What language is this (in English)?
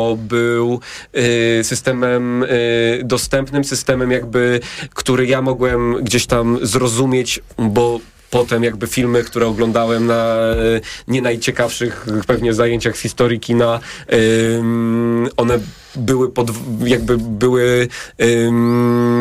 Polish